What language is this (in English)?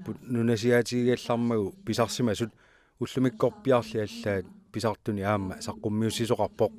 Kalaallisut